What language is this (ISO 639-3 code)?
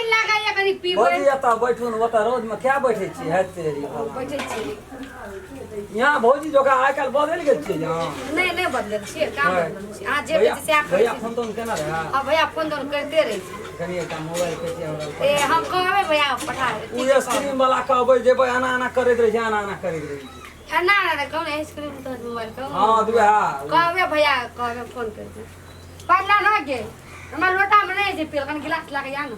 mai